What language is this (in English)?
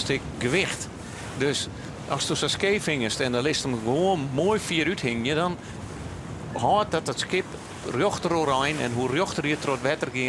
Western Frisian